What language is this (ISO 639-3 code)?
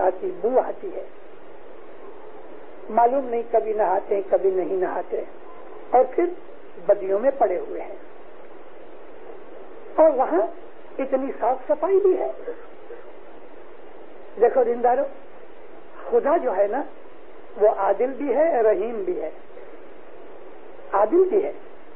urd